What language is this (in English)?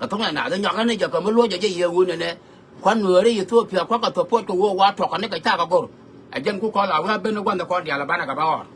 Nuer